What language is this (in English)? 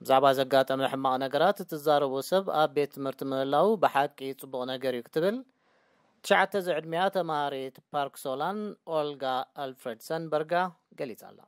Tigrinya